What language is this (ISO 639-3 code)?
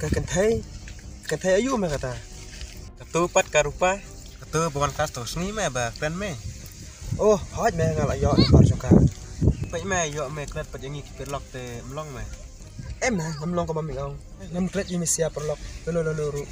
kha